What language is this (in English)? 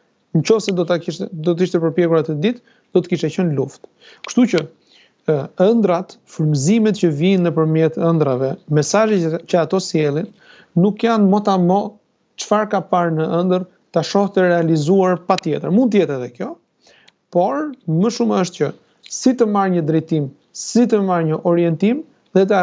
Albanian